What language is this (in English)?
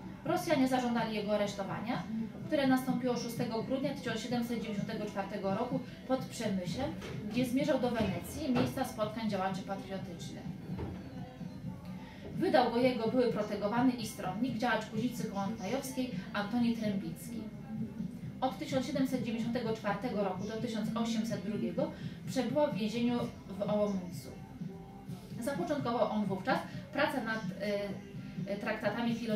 Polish